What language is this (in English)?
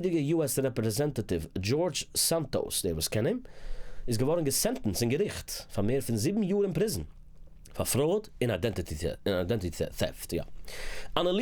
Yiddish